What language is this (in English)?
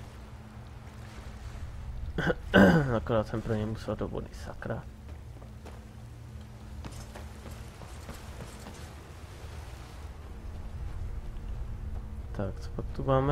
Czech